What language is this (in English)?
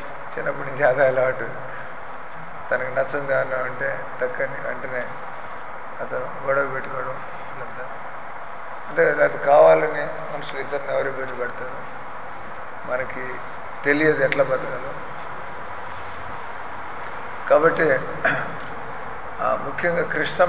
Telugu